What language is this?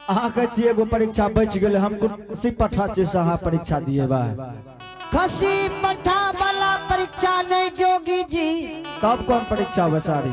Angika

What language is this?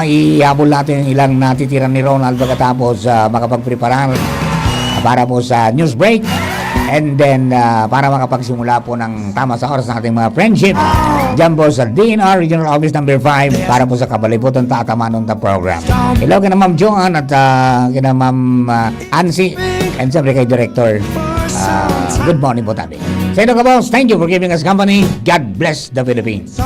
Bikol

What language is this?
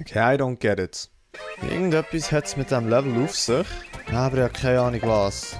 Swiss German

